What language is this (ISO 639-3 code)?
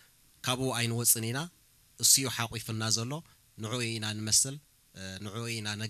tir